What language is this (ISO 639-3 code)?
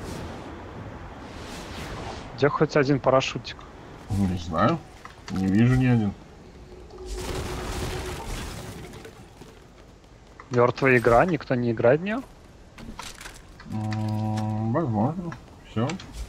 rus